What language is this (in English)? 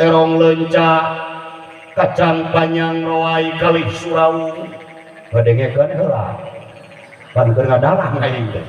Sundanese